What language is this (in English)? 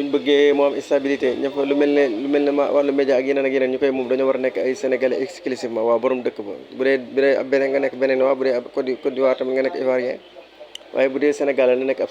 Wolof